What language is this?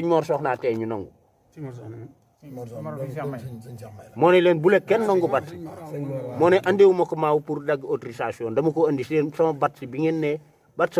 Wolof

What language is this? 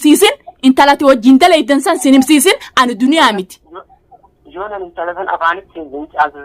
Oromo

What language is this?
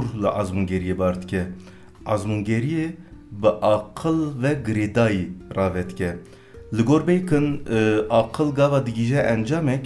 Kurdish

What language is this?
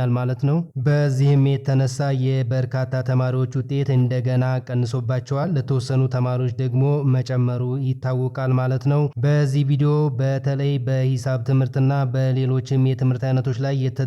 Amharic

